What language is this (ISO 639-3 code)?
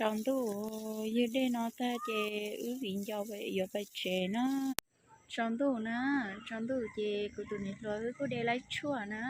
hmn